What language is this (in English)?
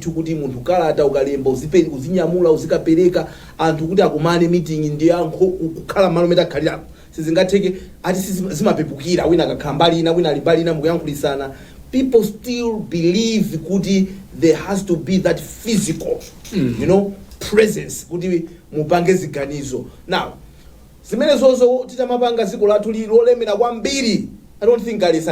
Nyanja